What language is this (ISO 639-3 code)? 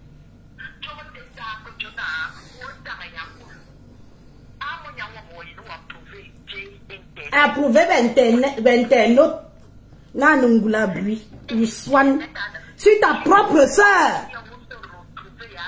fra